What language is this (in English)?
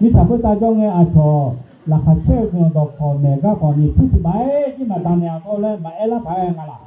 Akha